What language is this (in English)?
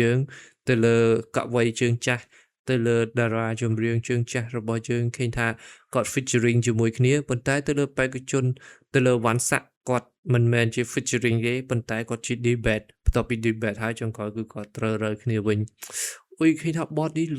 Khmer